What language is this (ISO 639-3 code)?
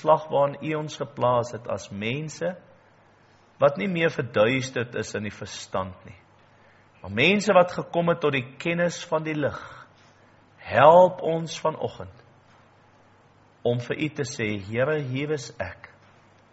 afr